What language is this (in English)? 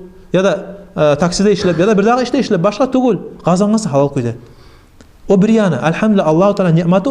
Kumyk